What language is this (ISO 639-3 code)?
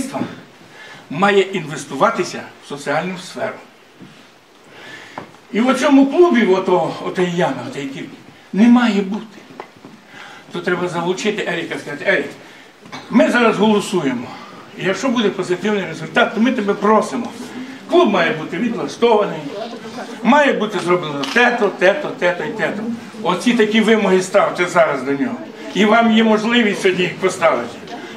ukr